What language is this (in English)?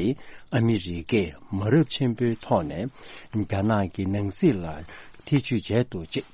Tibetan